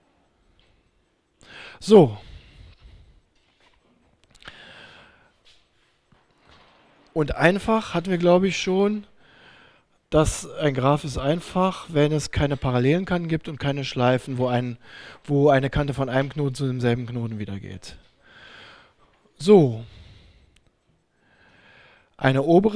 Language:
German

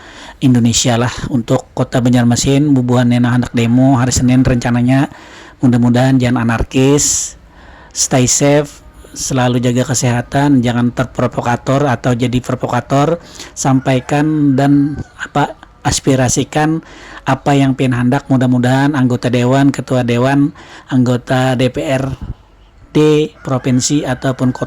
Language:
Banjar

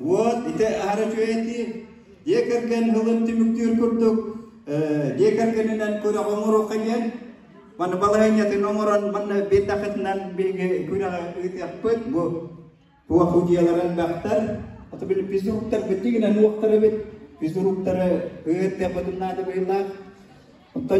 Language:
Yakut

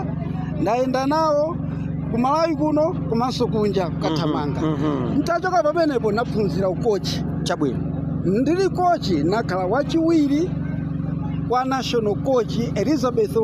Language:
Nyanja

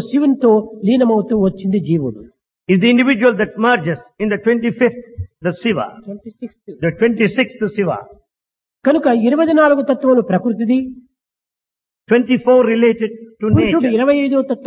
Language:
Telugu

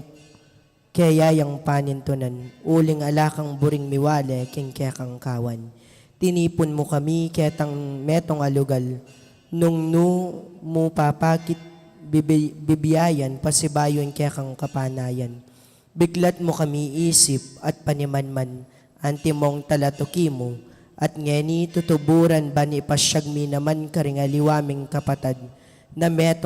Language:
Pampanga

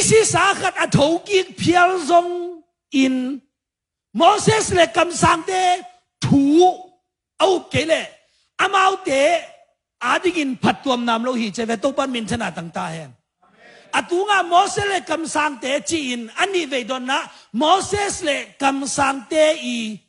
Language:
Tedim Chin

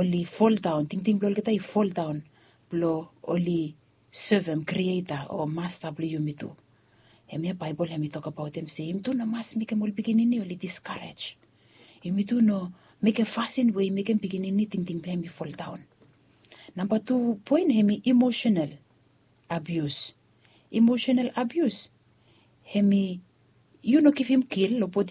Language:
Bislama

